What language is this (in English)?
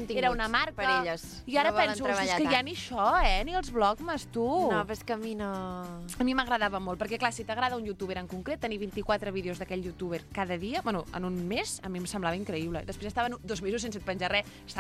Catalan